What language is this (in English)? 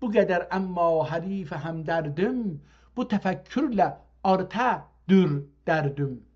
South Azerbaijani